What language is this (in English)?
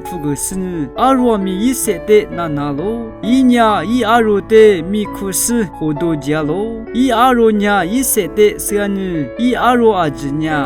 Lisu